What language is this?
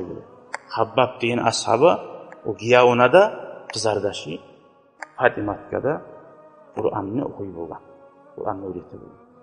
Kumyk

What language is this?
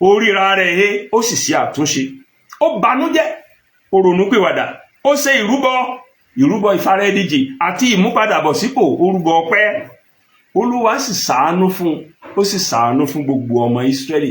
Yoruba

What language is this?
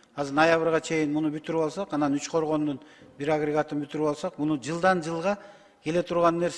Kyrgyz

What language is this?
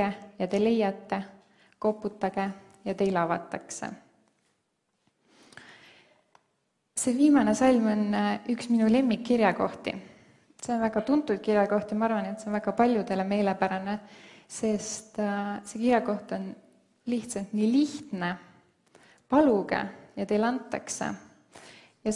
Estonian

